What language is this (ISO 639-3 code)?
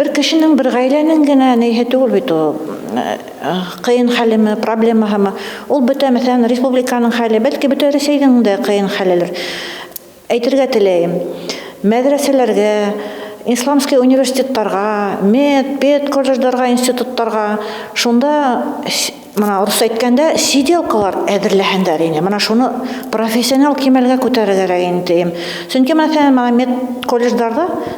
bak